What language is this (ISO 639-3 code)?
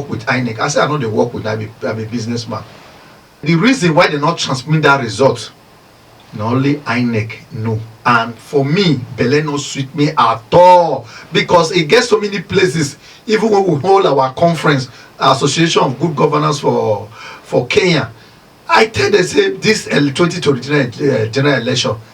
pcm